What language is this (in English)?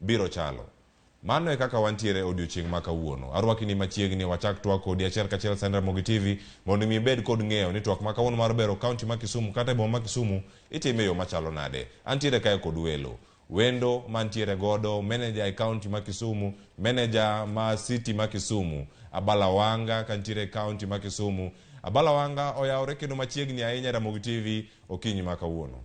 Luo (Kenya and Tanzania)